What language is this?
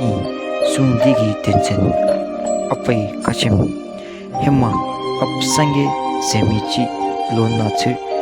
Dzongkha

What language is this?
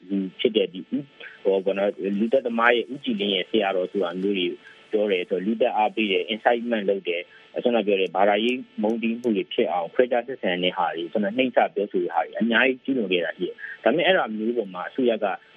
Burmese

